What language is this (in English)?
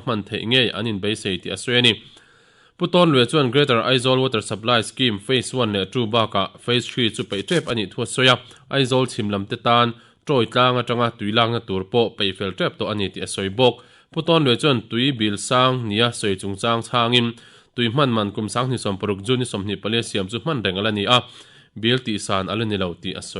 Mizo